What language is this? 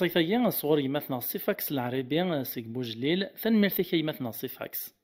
Kabyle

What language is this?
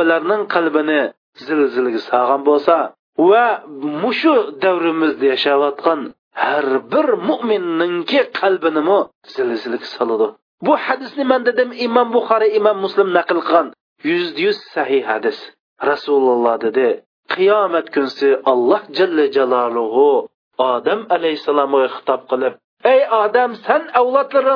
Uyghur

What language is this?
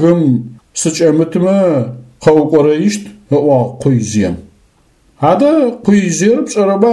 Adyghe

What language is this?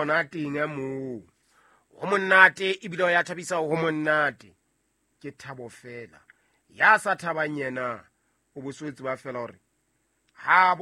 Southern Sotho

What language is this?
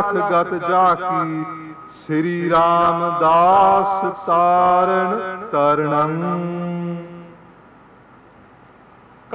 Punjabi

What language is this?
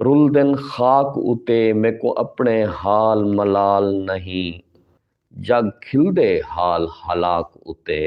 Saraiki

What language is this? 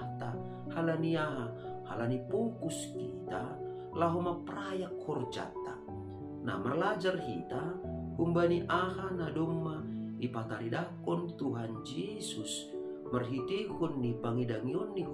Batak Simalungun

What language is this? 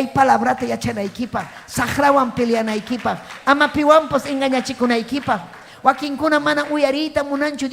Ayacucho Quechua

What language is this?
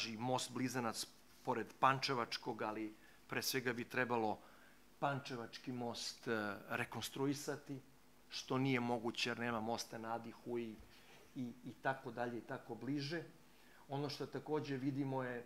Serbian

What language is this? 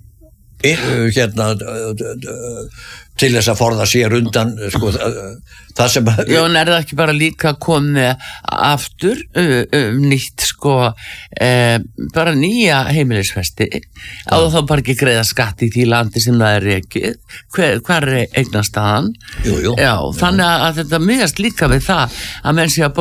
Icelandic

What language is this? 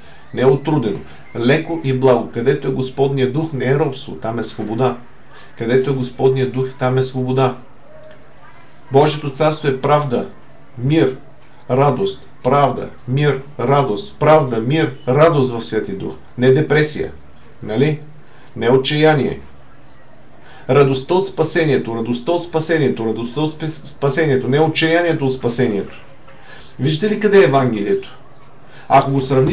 Bulgarian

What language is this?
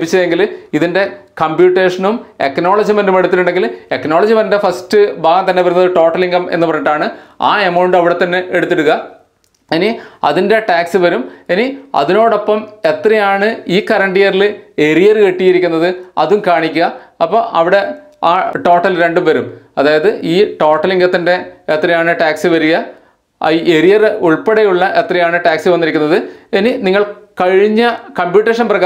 Malayalam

